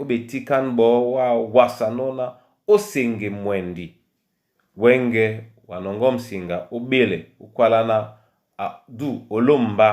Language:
Duala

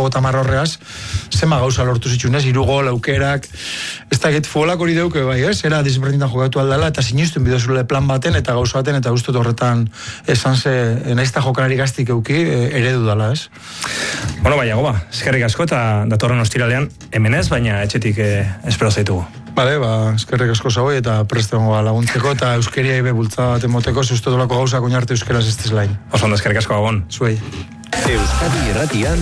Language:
Basque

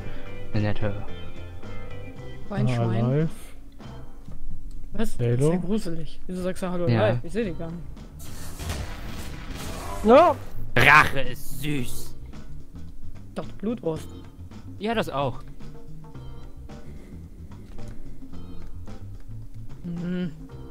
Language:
German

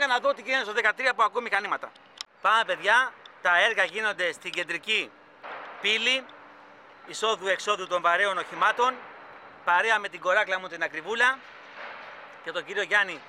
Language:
Greek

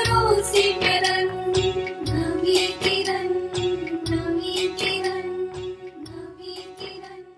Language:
Punjabi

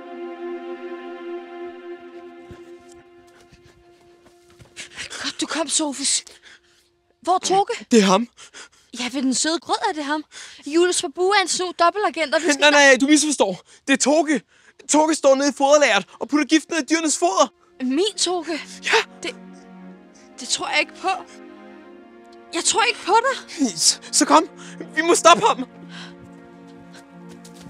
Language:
Danish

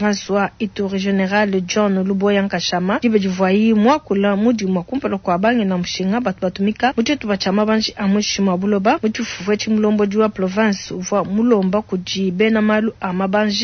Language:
Luba-Lulua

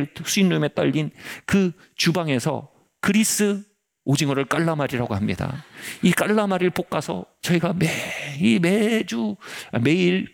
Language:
Korean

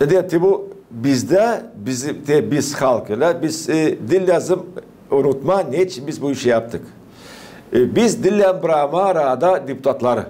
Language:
Gagauz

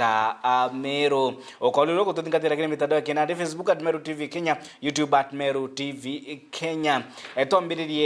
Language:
Meru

